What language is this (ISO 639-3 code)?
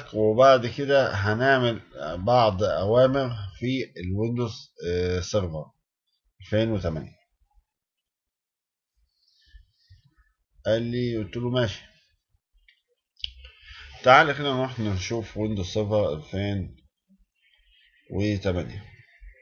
arz